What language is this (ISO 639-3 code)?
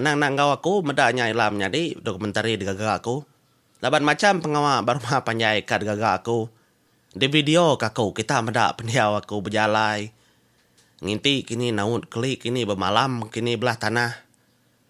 iba